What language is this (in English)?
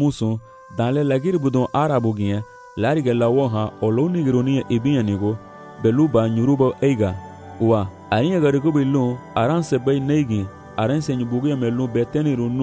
Garifuna